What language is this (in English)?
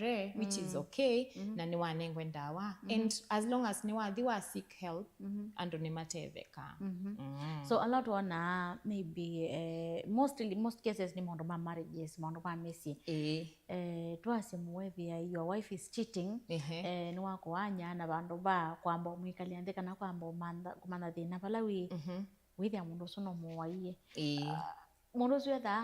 Kamba